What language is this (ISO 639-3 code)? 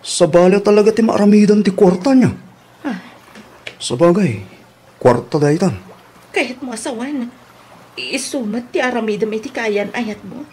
ilo